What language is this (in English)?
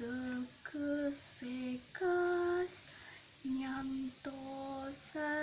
Javanese